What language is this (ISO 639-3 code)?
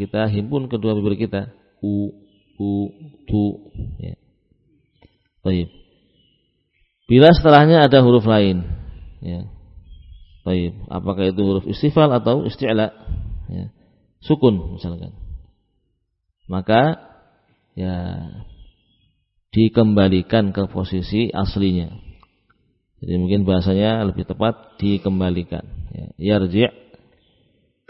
ind